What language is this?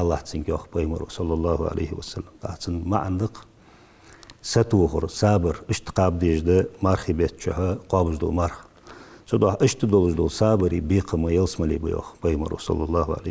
Ingush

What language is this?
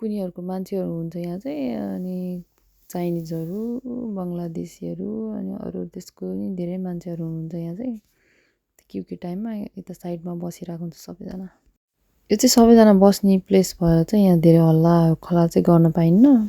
Nepali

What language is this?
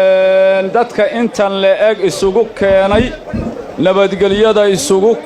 Somali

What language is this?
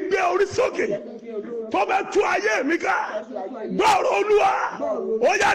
Yoruba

